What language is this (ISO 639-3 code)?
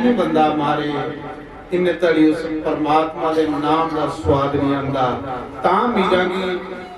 doi